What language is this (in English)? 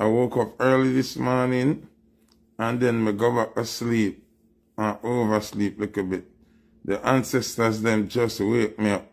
Jamaican Creole English